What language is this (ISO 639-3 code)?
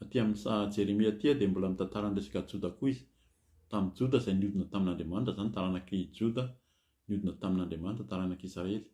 mlg